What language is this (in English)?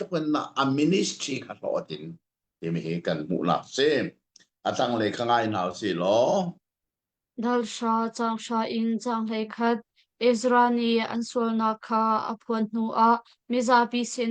Hakha Chin